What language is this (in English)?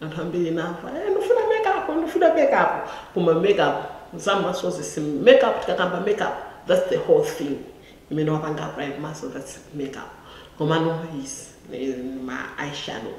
Nyanja